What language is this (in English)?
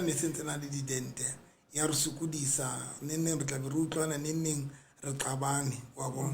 Southern Sotho